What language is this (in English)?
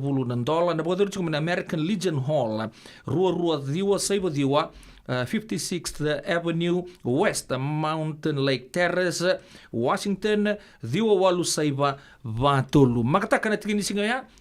Fijian